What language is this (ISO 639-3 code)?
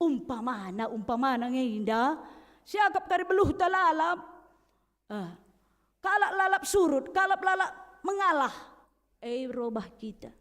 btx